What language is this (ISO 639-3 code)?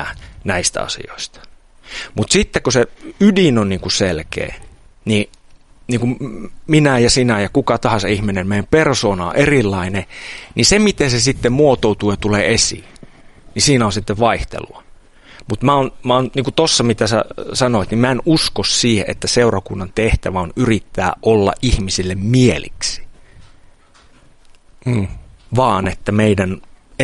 fin